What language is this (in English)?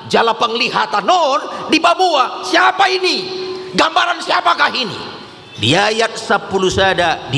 Batak Toba